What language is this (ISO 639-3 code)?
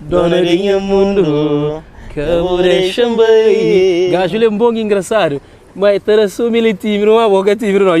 kea